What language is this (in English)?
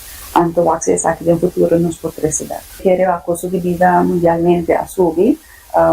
Papiamento